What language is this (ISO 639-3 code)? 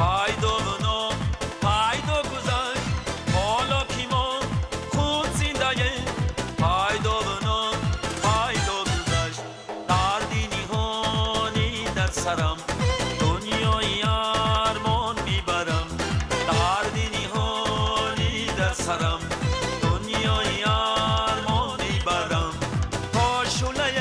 tgk